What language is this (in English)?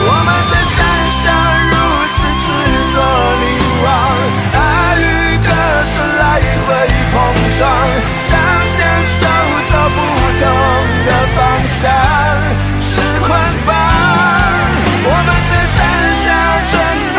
Chinese